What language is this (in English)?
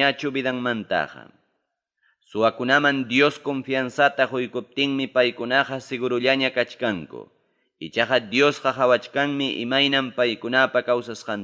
Ayacucho Quechua